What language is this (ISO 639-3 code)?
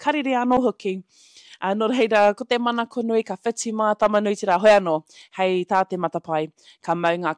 mri